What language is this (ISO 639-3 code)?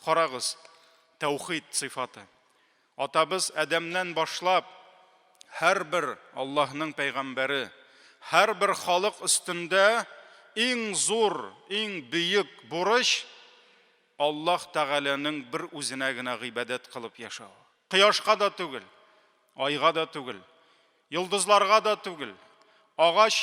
tat